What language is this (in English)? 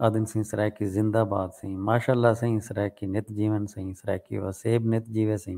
Saraiki